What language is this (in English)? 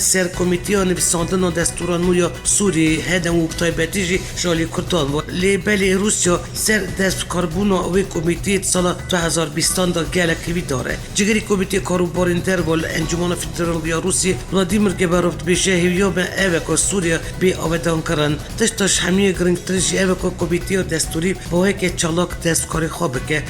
Kurdish